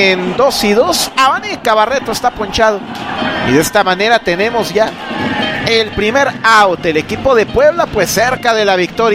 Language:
Spanish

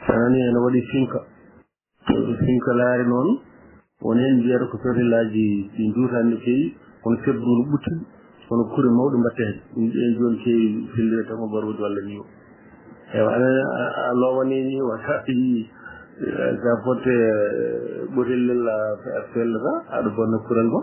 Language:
Fula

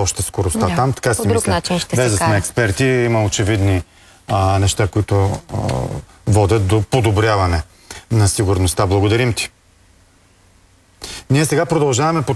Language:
Bulgarian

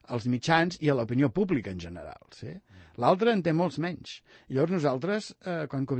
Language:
Catalan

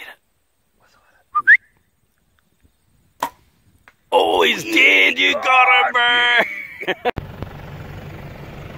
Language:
English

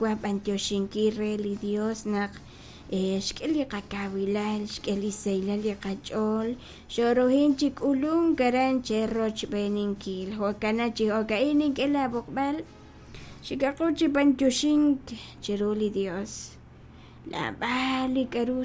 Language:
Kekchí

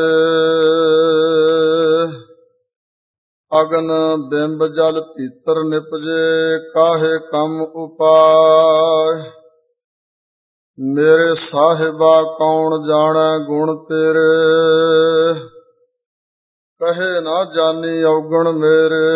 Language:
Punjabi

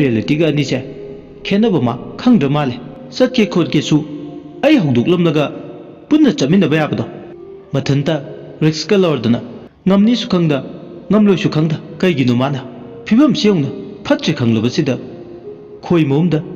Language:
Manipuri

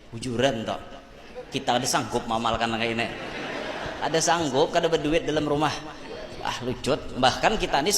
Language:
Banjar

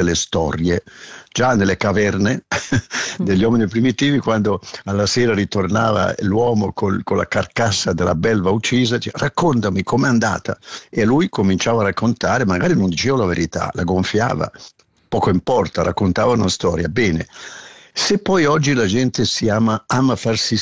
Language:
Italian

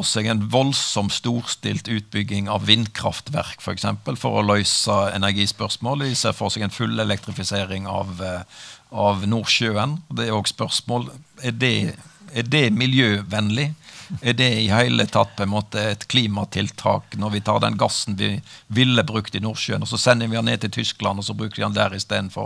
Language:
Norwegian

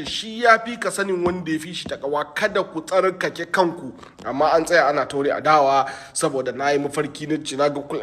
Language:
Hausa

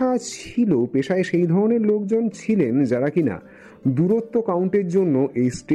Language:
Bangla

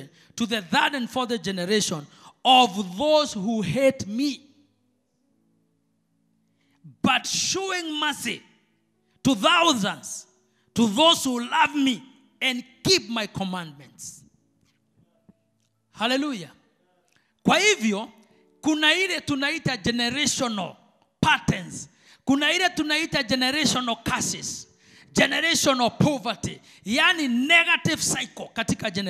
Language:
Swahili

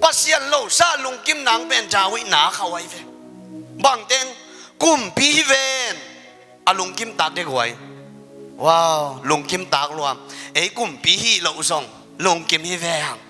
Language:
Tedim Chin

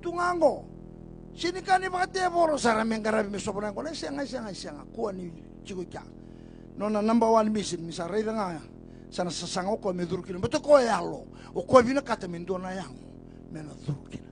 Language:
Fijian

